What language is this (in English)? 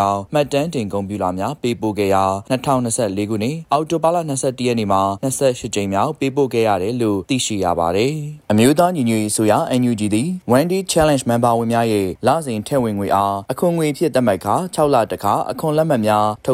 Burmese